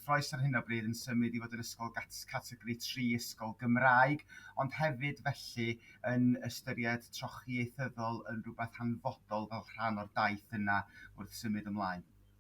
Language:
Welsh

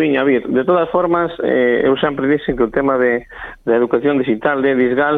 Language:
Galician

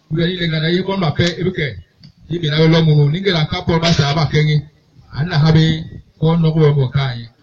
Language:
Basaa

